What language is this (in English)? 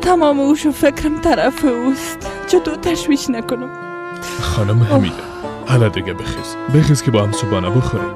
Persian